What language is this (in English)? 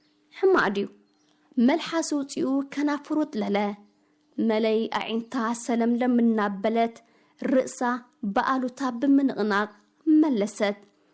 Tigrinya